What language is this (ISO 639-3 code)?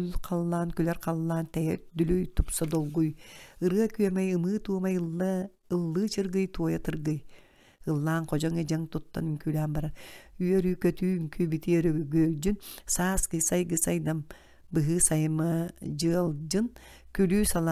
sah